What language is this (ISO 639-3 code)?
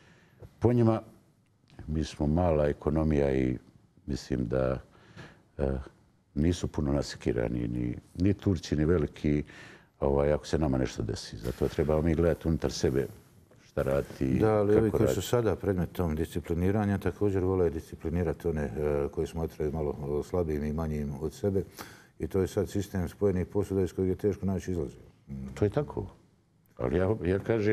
bos